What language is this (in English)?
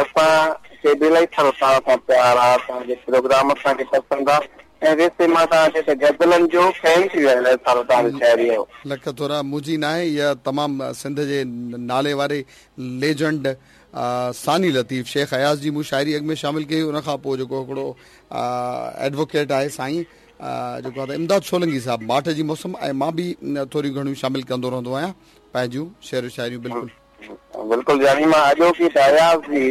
Sindhi